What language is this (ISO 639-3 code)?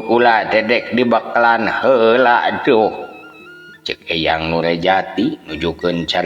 sun